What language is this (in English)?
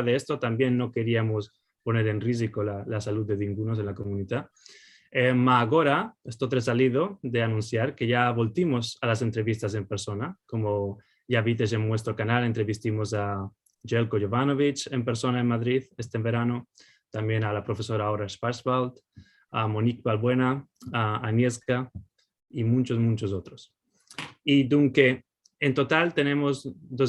Ladino